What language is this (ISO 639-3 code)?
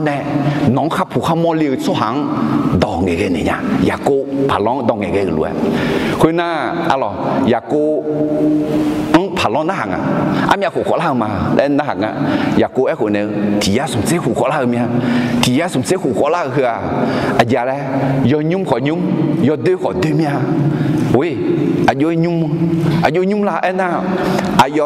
ahk